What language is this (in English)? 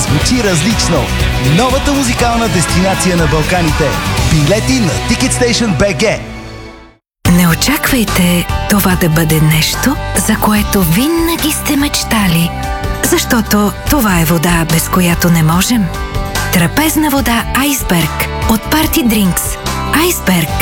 Bulgarian